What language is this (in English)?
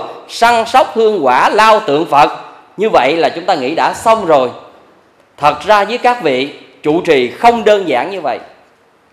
Vietnamese